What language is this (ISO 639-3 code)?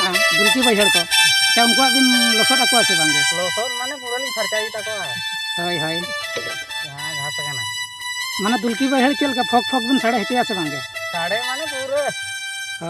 sat